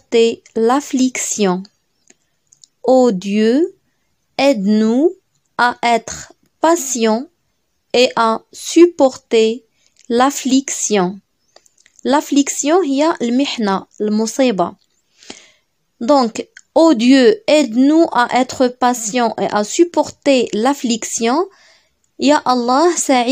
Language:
French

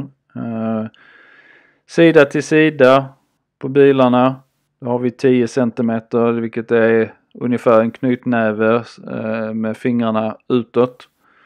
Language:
Swedish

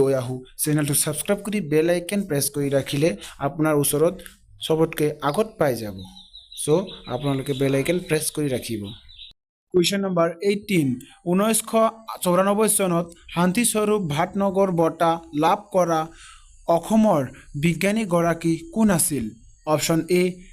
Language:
Assamese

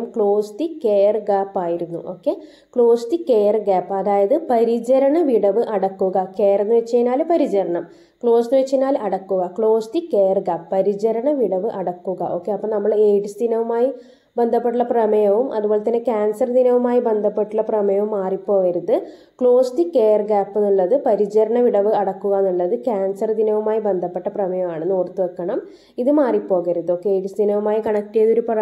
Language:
Malayalam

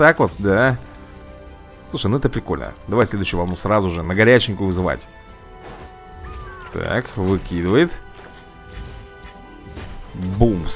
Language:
Russian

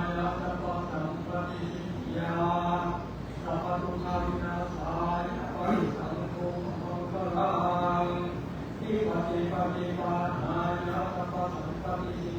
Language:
Pali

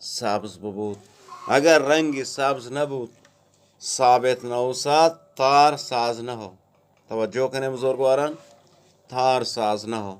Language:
Eastern Balochi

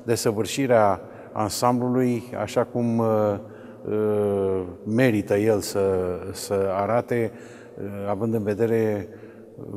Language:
Romanian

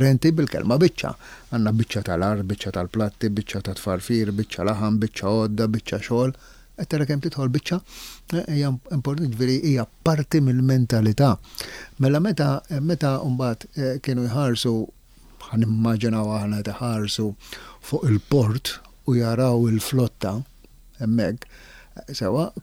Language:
Maltese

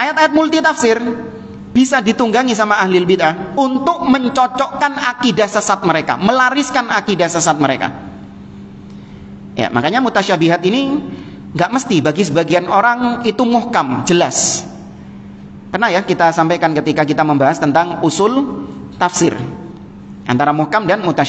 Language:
Indonesian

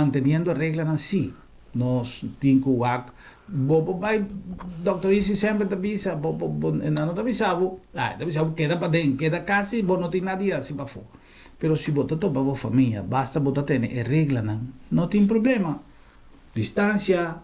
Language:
Papiamento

